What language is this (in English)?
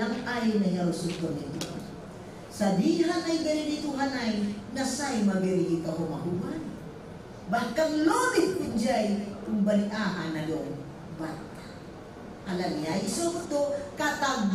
Batak Simalungun